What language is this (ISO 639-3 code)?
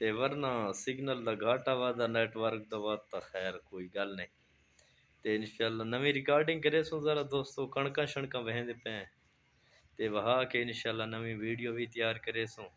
skr